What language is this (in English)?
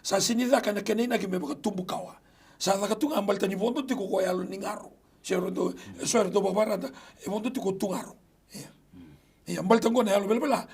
Fijian